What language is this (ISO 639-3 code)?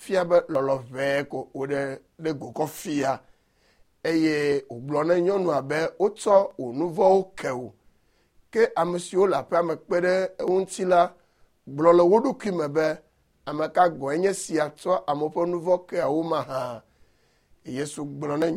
ewe